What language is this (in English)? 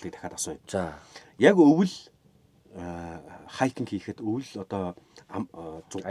Mongolian